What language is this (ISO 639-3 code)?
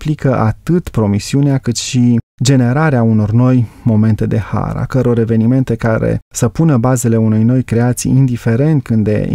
ron